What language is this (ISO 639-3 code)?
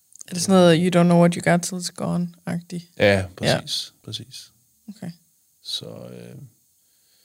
dan